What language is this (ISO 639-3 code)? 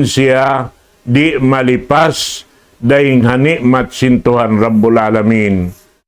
tsg